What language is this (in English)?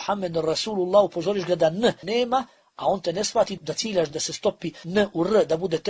Bosnian